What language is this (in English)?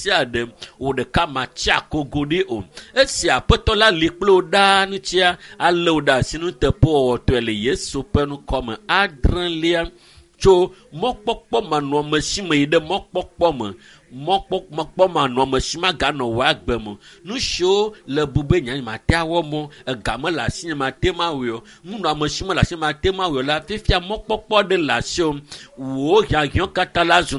Ewe